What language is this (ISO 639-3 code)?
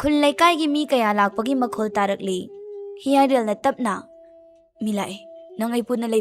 mni